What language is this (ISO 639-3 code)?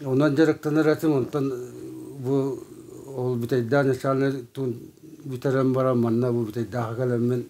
sah